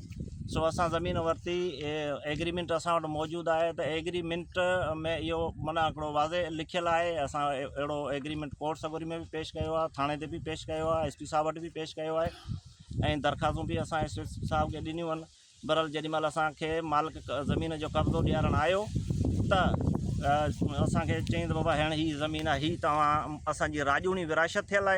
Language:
Sindhi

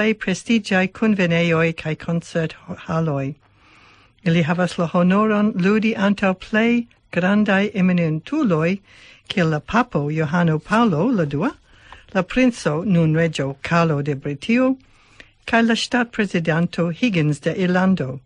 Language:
Esperanto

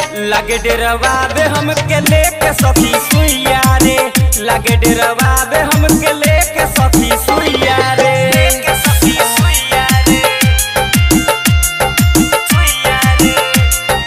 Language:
Bhojpuri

